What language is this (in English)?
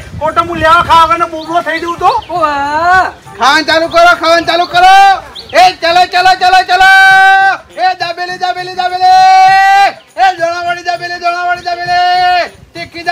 Gujarati